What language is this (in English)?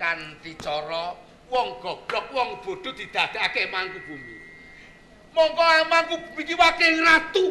Javanese